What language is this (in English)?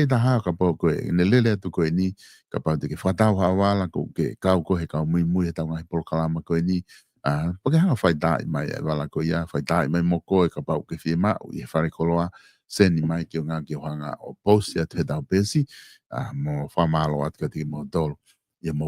Tongan